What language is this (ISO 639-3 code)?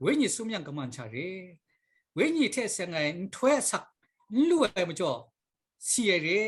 kac